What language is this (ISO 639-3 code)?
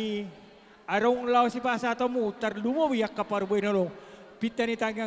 bbc